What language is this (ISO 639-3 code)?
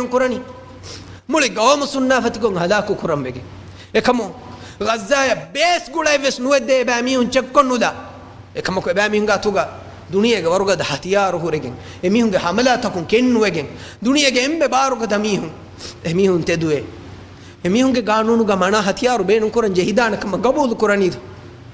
div